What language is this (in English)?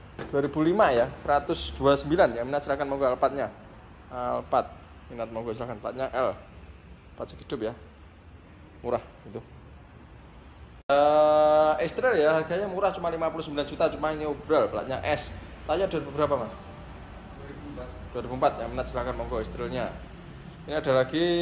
Indonesian